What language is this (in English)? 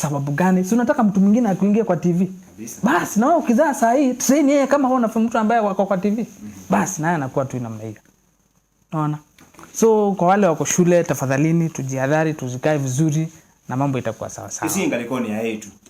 Kamba